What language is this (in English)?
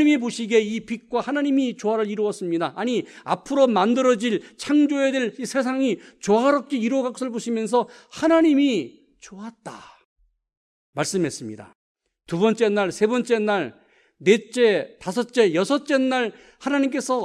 Korean